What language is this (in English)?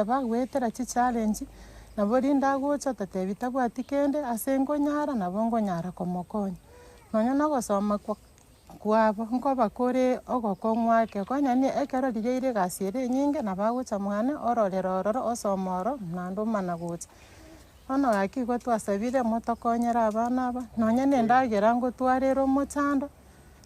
Gusii